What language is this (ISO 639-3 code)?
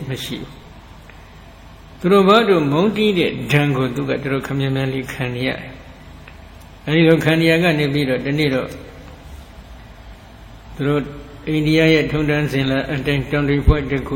mya